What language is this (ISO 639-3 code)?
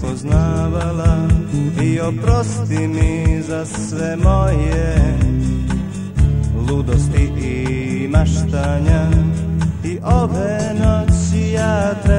srp